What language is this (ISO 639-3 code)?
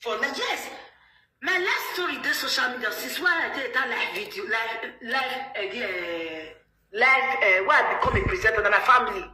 pcm